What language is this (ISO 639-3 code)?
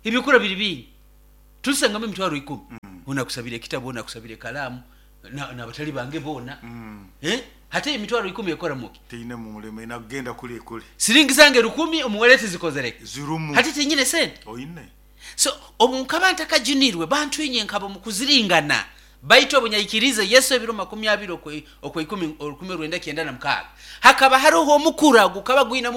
nyo